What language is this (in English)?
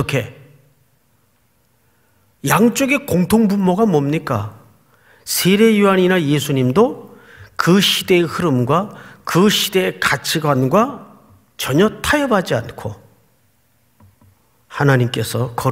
Korean